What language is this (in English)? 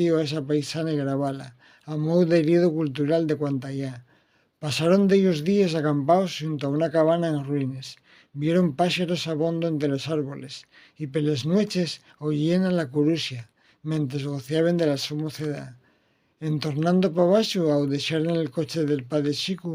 Asturian